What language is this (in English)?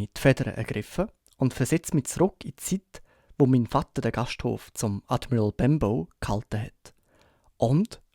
Swiss German